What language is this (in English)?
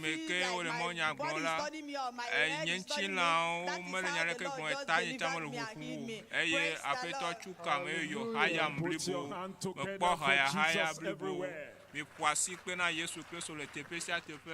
Ewe